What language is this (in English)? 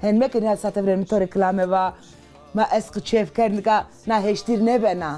Zaza